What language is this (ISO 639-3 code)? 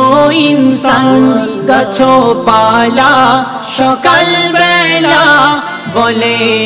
ben